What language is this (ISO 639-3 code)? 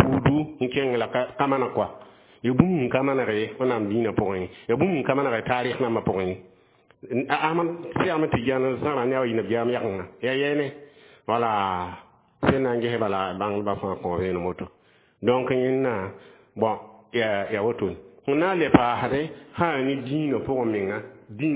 mos